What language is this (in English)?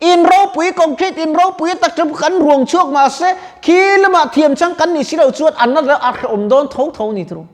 Mizo